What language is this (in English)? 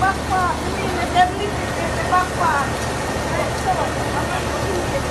Jamaican Creole English